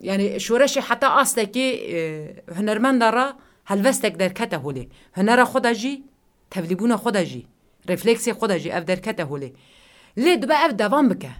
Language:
Kurdish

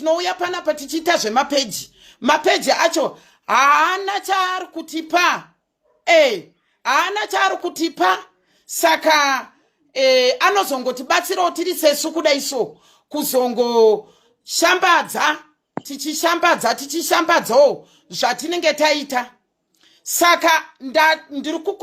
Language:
Shona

